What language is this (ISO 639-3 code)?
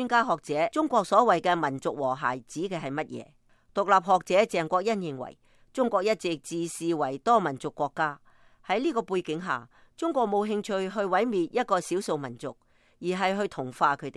yue